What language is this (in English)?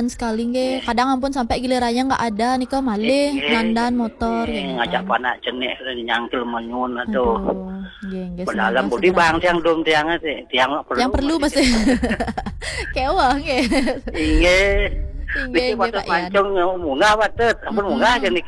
Balinese